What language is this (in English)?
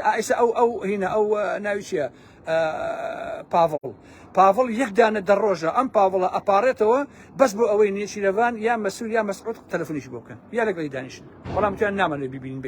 Central Kurdish